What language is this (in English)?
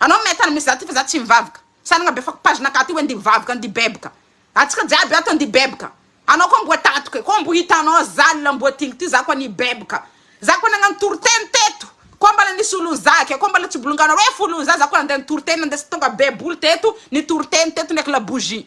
Malagasy